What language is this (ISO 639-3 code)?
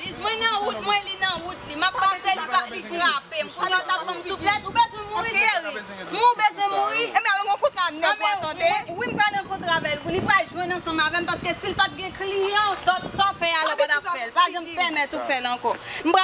hat